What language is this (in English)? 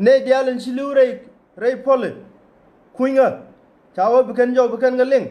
Nuer